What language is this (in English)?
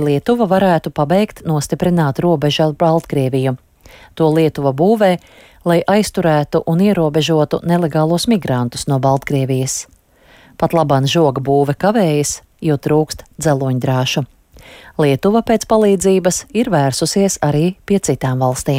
Latvian